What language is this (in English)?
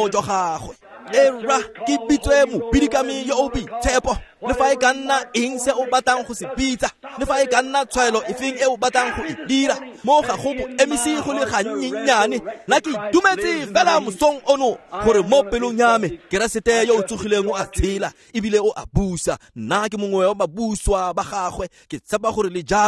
Tswana